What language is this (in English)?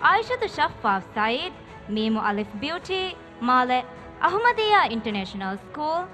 Divehi